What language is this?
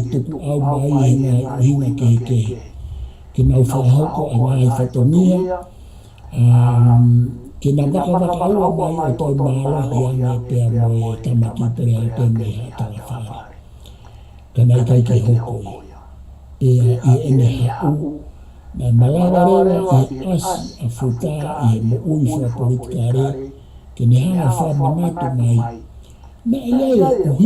Tongan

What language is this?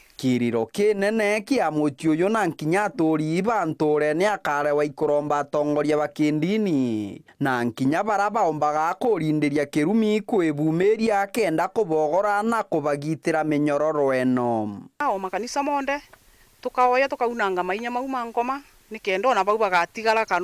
Meru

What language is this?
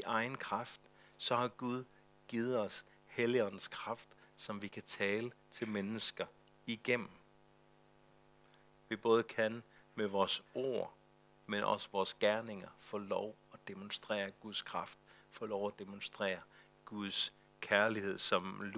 Danish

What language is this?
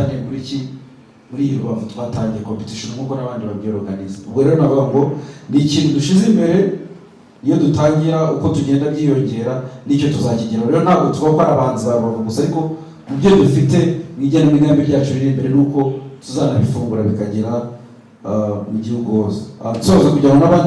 Kinyarwanda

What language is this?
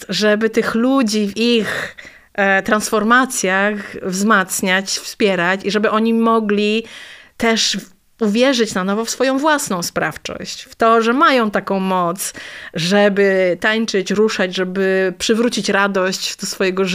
Polish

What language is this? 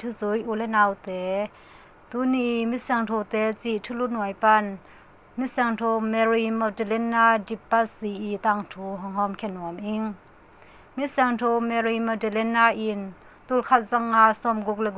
Tedim Chin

